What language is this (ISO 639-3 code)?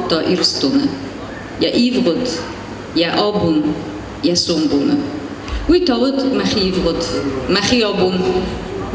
oss